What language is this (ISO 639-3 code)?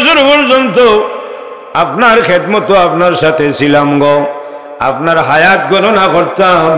syl